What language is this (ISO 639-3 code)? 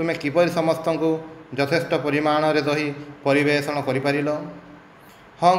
ori